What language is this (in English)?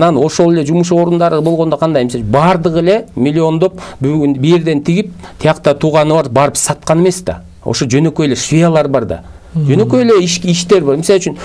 Kyrgyz